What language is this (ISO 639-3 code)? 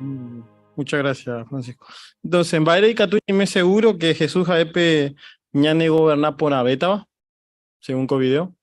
grn